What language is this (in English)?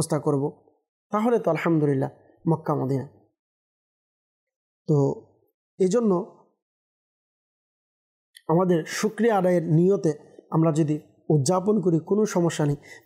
Bangla